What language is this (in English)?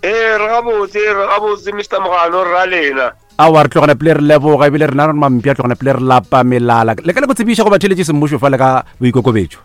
Northern Sotho